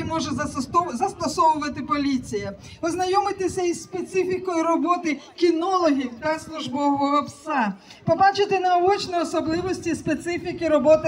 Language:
Ukrainian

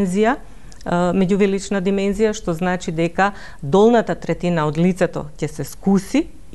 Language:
Macedonian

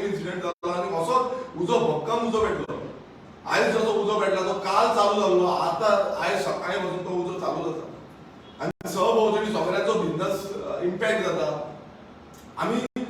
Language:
Konkani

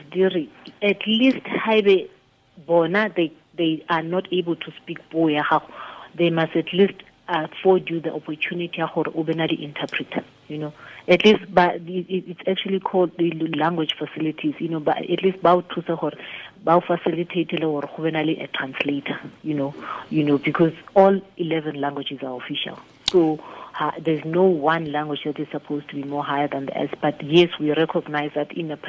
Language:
Tswana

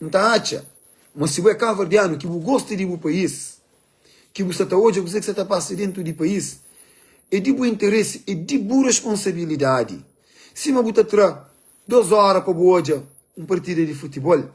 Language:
Kabuverdianu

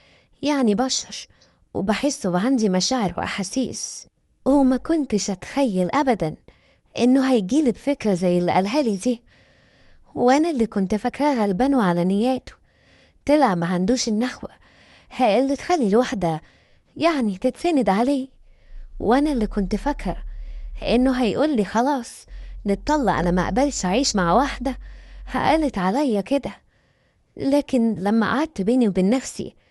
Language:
Egyptian Arabic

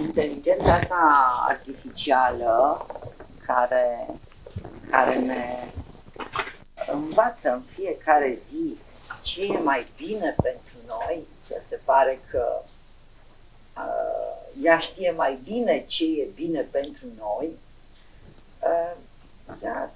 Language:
Romanian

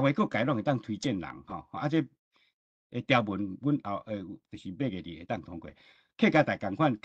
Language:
Min Nan Chinese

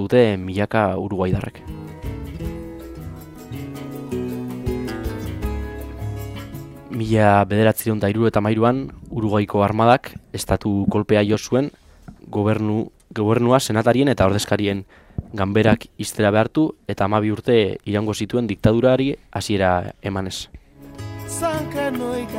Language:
Basque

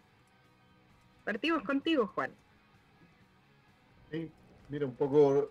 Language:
Spanish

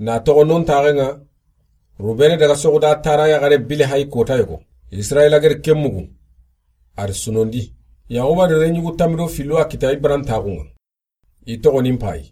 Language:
Soninke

